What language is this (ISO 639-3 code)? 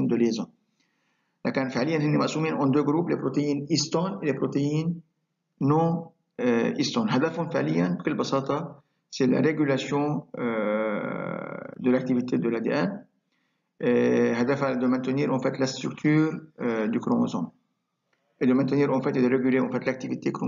fra